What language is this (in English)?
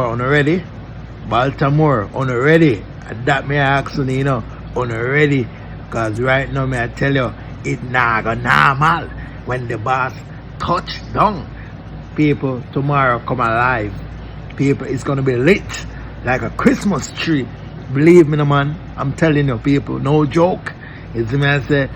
Jamaican Creole English